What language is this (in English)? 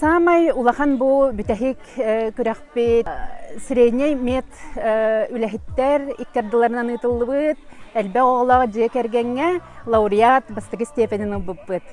Yakut